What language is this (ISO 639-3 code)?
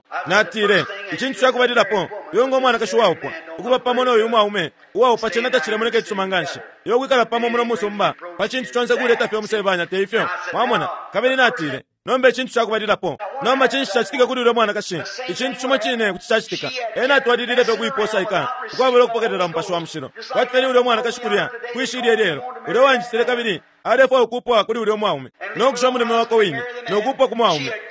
bem